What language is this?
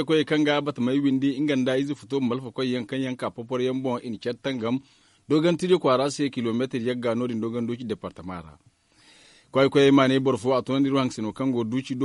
Zarma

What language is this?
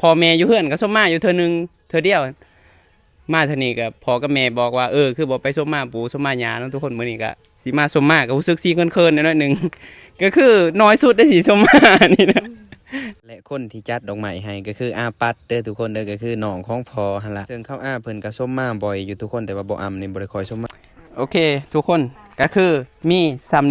Lao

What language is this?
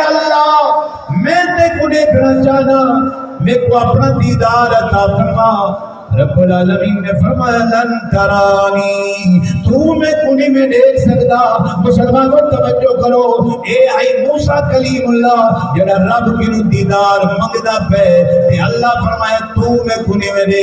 Saraiki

